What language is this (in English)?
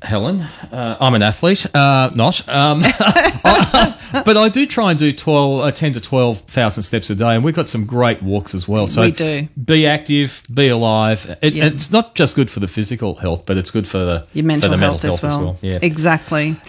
English